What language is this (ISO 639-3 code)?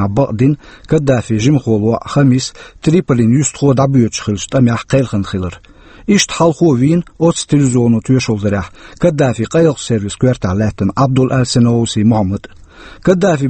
che